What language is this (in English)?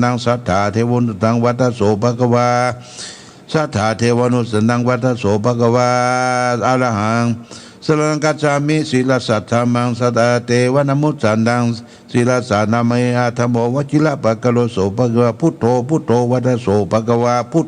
Pali